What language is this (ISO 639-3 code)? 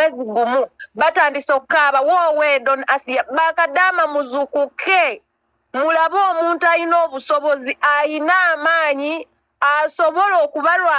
lug